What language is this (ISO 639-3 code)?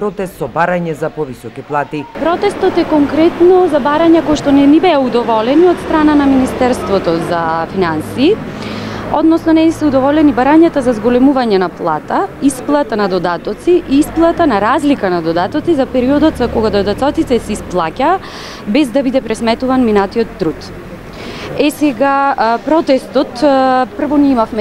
mkd